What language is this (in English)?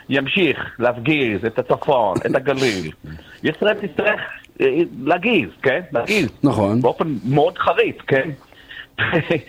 Hebrew